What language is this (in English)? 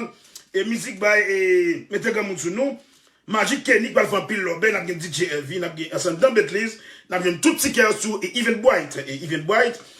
Haitian Creole